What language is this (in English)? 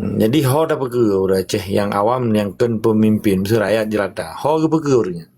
Achinese